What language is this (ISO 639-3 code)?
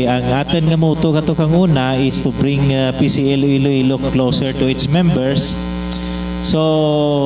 hil